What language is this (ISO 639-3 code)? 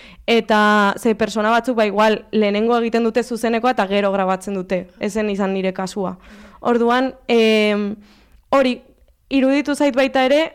eus